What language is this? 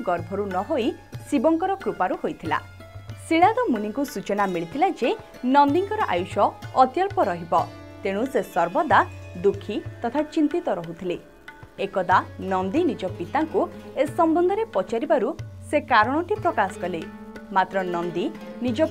Odia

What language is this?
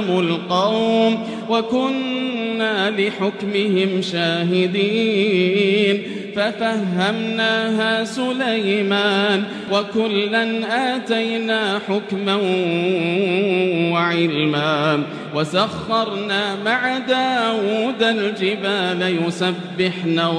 Arabic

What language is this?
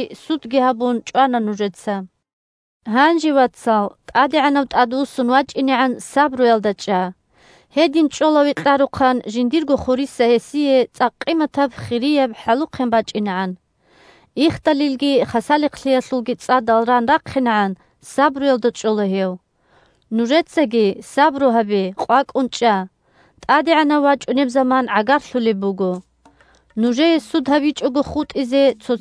Avaric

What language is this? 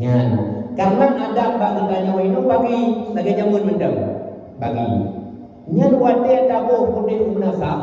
Achinese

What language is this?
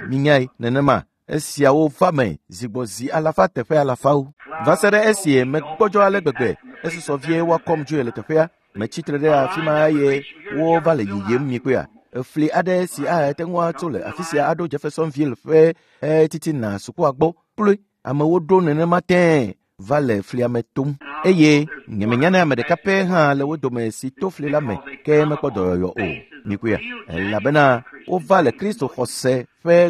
Ewe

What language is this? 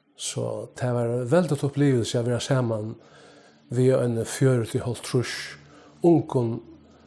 Faroese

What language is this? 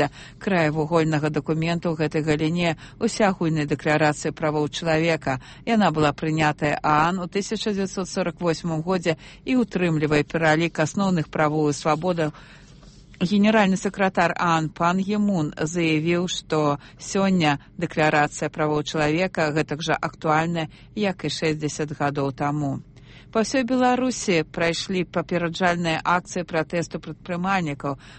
Belarusian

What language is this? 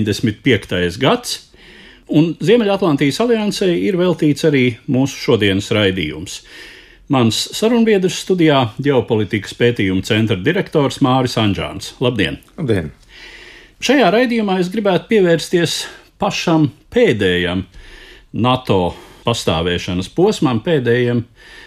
Latvian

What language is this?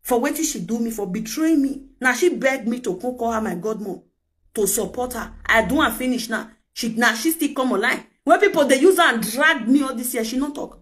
Nigerian Pidgin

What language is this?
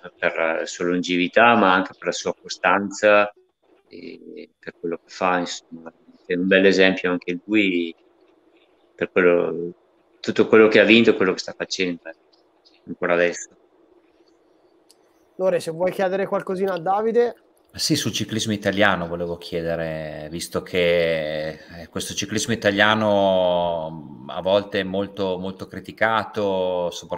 Italian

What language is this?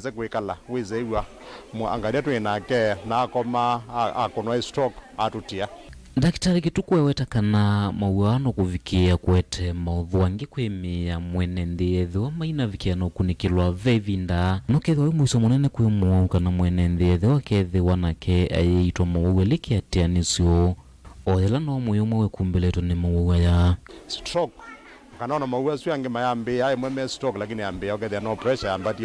Kamba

